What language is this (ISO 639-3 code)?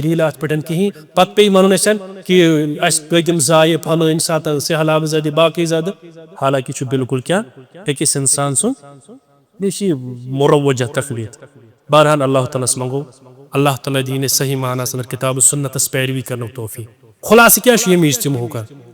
kas